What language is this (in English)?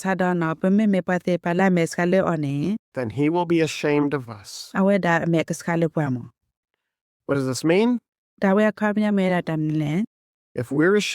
S'gaw Karen